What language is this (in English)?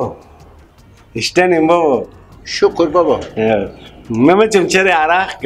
Persian